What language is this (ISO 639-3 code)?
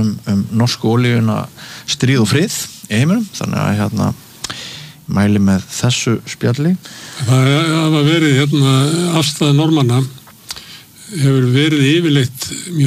isl